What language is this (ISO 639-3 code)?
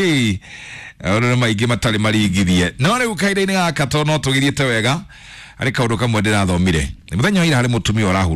kik